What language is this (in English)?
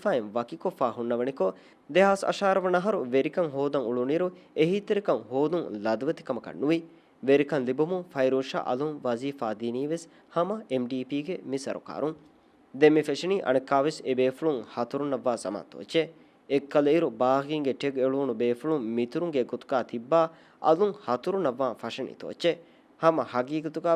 Divehi